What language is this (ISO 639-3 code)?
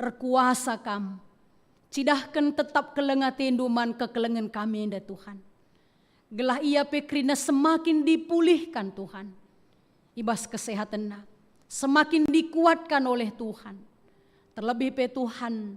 btx